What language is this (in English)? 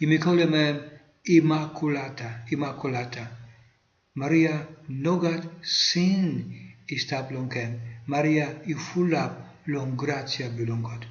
Tok Pisin